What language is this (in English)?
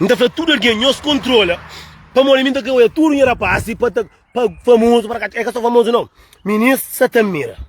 Kabuverdianu